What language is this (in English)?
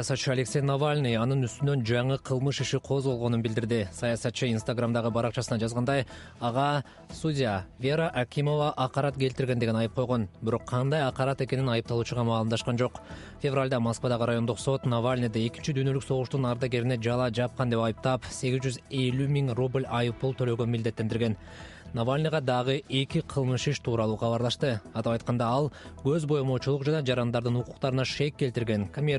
Kyrgyz